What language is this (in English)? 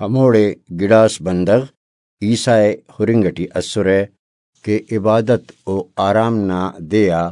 Brahui